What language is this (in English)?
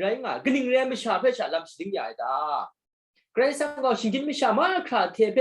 Kachin